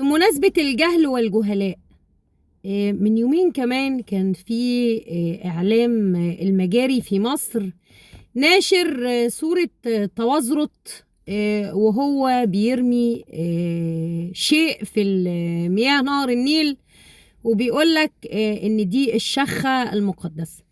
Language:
Egyptian Arabic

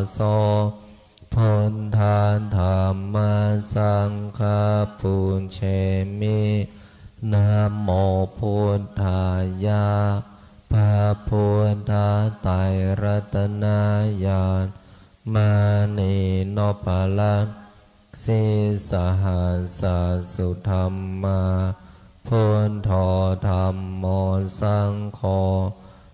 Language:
Pali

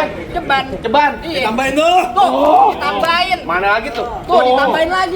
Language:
Betawi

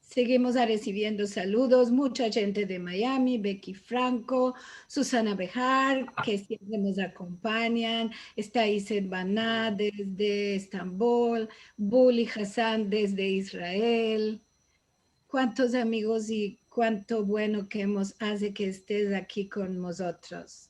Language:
Ladino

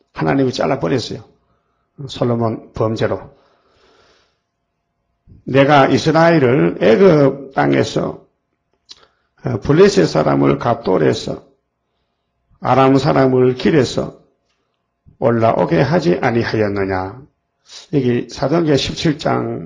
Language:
Korean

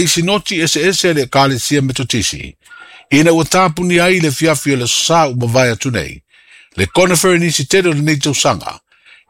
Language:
Samoan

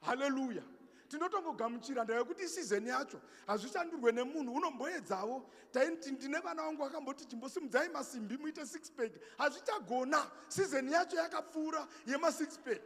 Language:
Shona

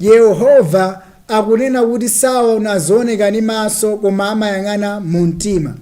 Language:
Nyanja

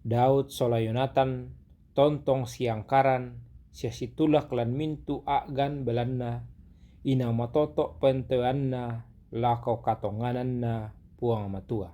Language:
Toraja-Sa'dan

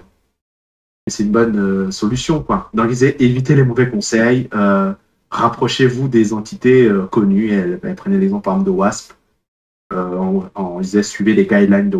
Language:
French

